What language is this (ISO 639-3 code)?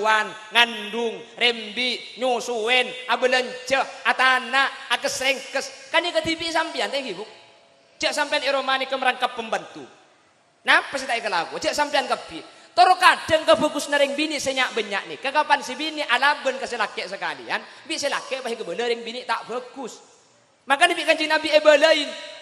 mad